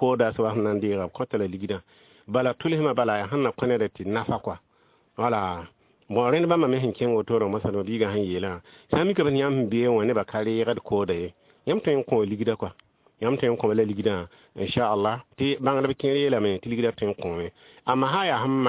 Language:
Mossi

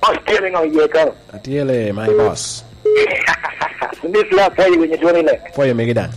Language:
Lango (Uganda)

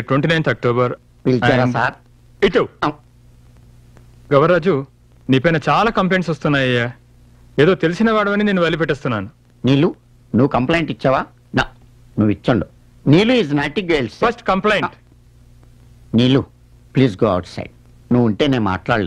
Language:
Telugu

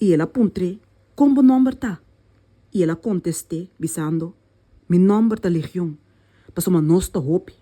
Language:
Papiamento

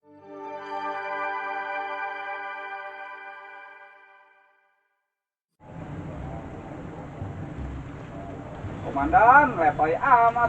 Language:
Betawi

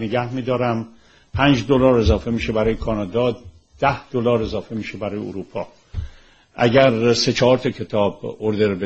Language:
Persian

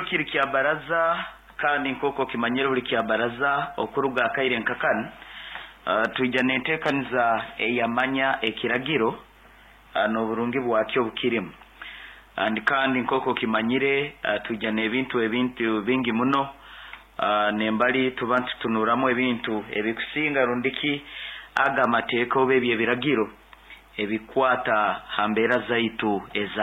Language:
Nyoro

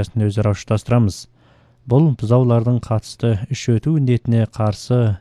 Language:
Kazakh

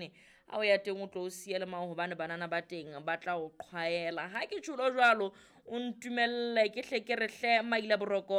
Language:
Southern Sotho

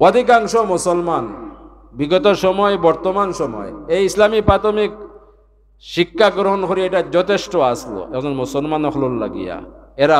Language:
Sylheti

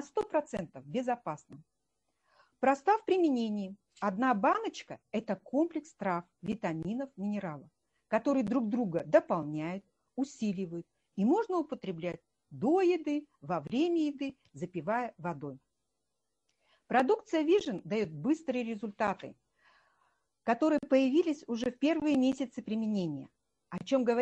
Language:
Russian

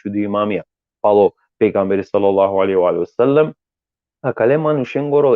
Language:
Balkan Romani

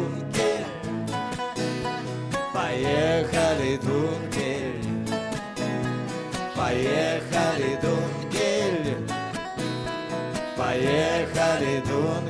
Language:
Russian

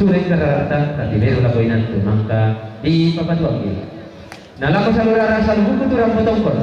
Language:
Toraja-Sa'dan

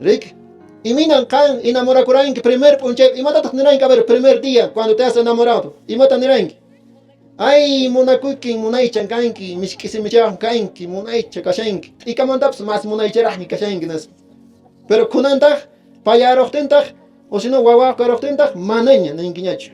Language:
Quechua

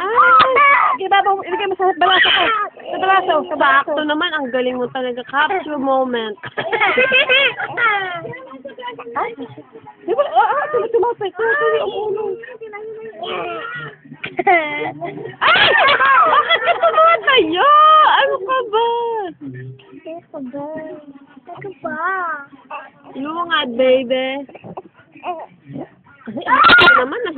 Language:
Filipino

